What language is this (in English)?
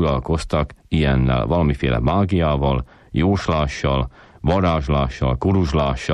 Hungarian